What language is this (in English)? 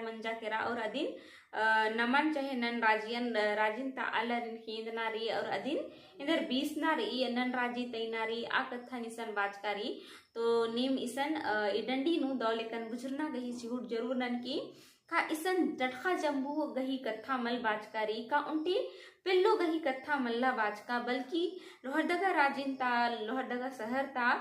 Kurukh